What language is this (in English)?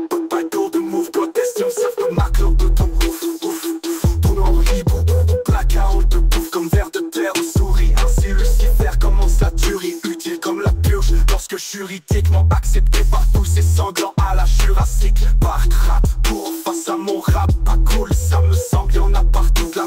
French